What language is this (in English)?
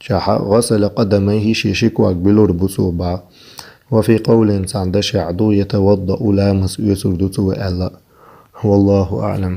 Chechen